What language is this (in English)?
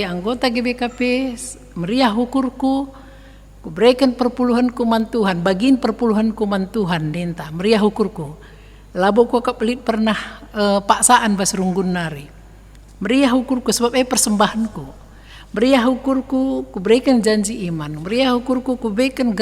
Batak Karo